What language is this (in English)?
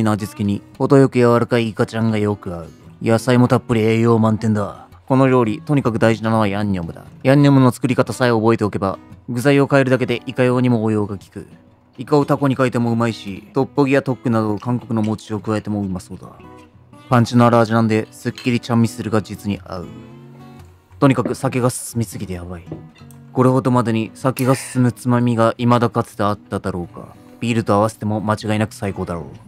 Japanese